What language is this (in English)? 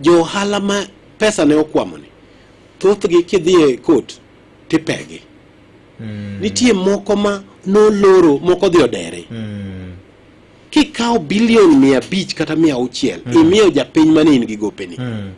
Luo (Kenya and Tanzania)